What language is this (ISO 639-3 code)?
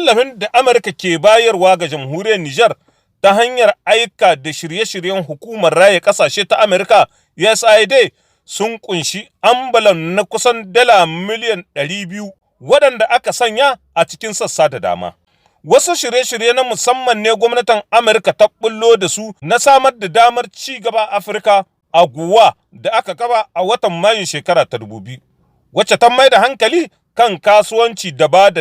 hau